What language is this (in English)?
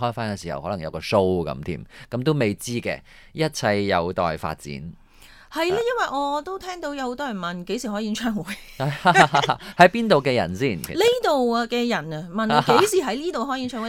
Cantonese